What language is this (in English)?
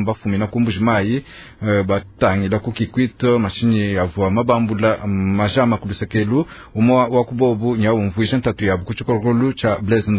Luba-Lulua